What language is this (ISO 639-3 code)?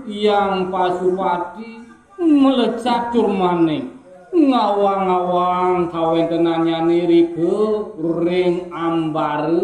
ban